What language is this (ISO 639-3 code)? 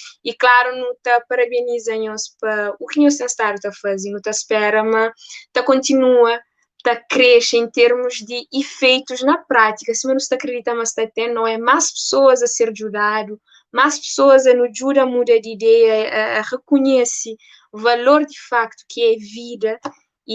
kea